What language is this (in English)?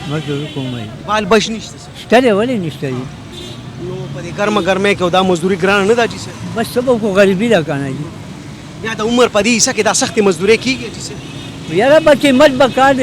Pashto